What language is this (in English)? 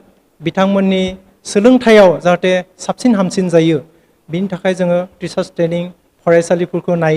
Bodo